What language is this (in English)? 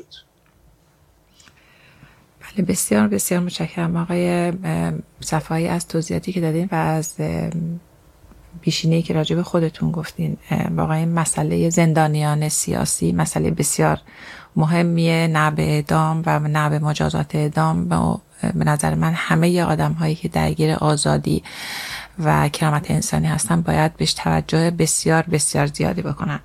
Persian